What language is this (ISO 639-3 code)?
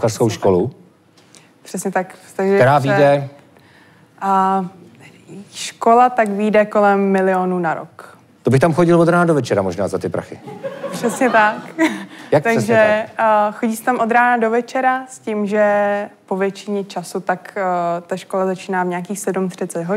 ces